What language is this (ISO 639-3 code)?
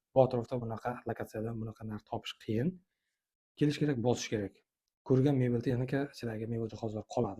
uzb